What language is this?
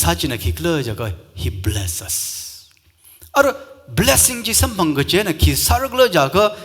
Tangkhul Naga (India)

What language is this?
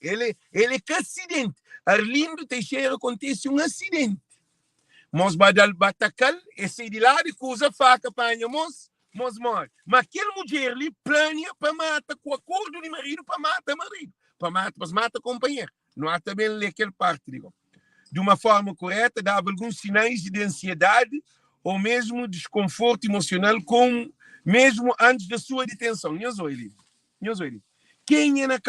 Kabuverdianu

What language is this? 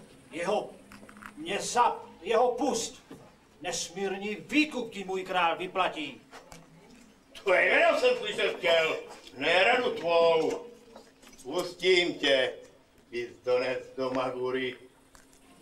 Czech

